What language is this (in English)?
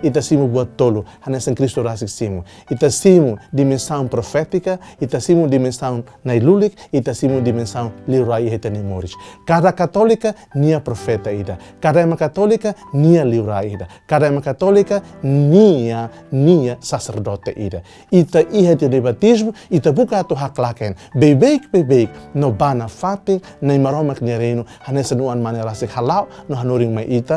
Tetum